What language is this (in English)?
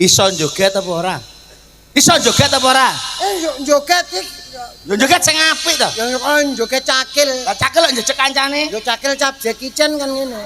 Javanese